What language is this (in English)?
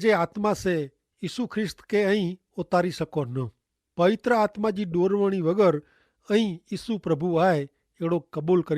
Kachhi